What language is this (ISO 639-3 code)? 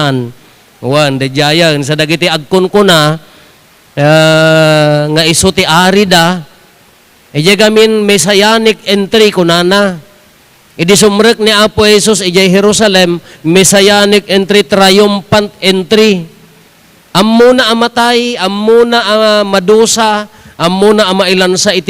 ilo